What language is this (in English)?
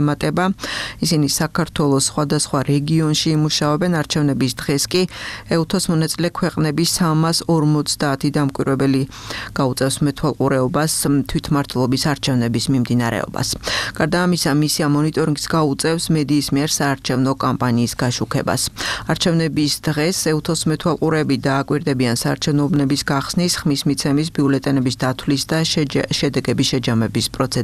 Georgian